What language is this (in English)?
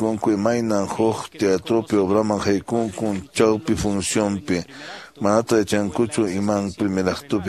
Quechua